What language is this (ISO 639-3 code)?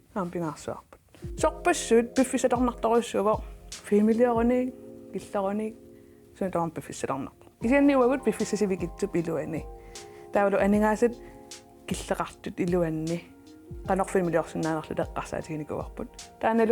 kal